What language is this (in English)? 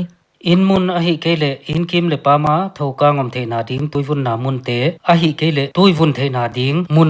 Paite Chin